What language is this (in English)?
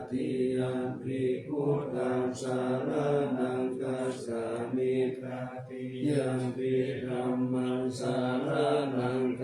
Pali